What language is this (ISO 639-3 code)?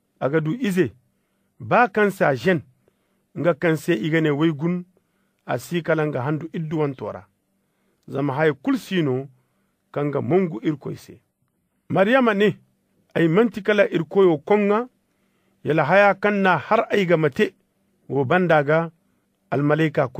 ses